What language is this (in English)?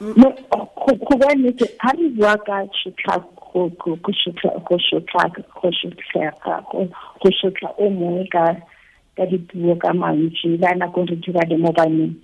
Tswana